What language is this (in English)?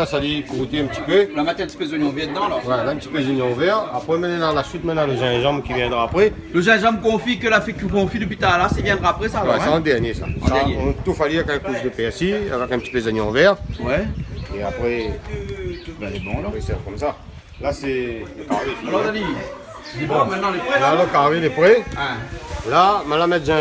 Réunion Creole French